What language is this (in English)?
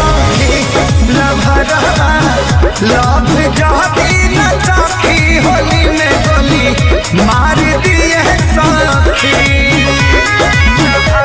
Bhojpuri